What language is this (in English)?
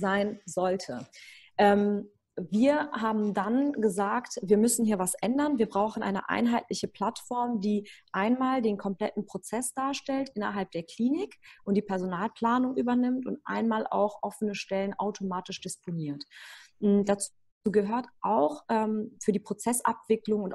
German